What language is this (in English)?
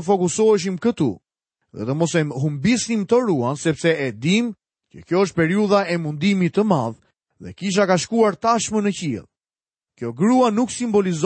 Albanian